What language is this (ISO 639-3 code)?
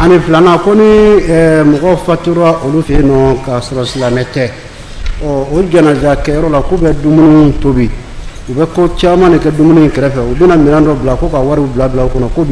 bam